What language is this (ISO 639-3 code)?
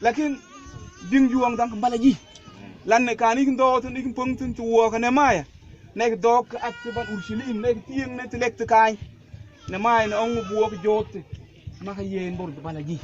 mfz